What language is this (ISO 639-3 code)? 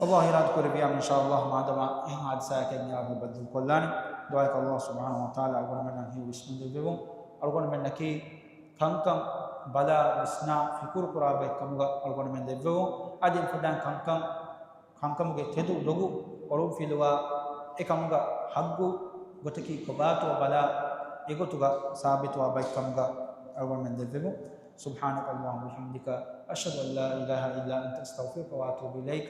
div